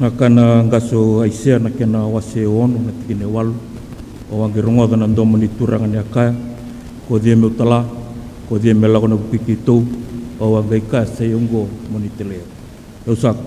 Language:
Fijian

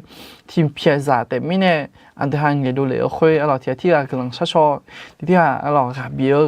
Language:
Akha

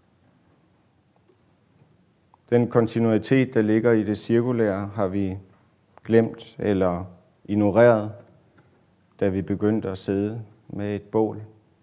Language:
Danish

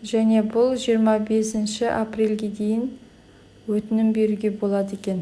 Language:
Kazakh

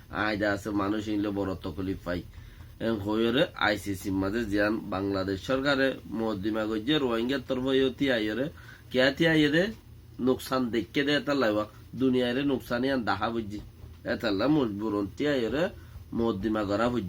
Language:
Rohingya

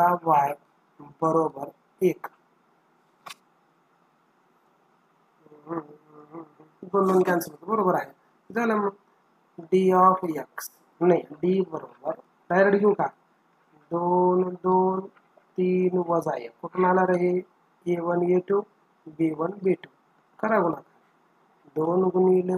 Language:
Marathi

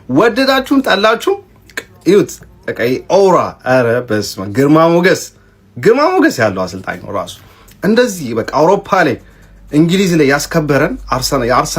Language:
Amharic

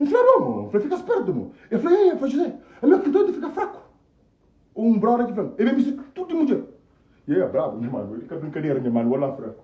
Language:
Kabuverdianu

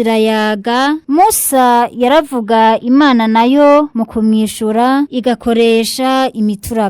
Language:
Rundi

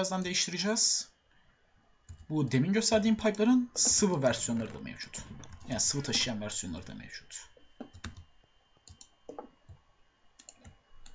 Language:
Turkish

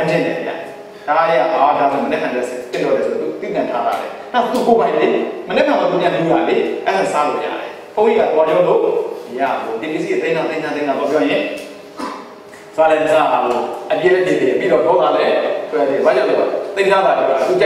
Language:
Burmese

